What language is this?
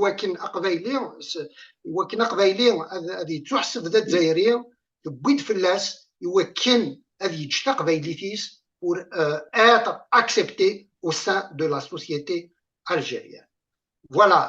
Kabyle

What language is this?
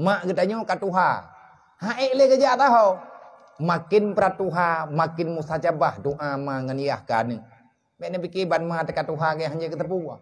Achinese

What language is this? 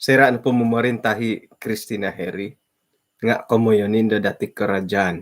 Central Dusun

